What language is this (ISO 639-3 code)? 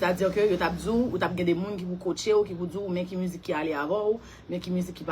hat